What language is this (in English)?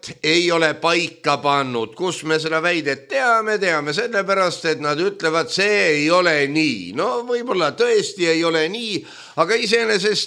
Estonian